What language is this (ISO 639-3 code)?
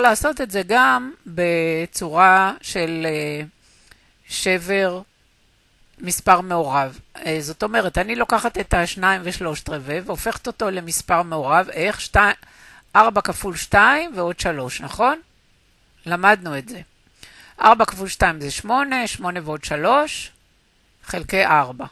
heb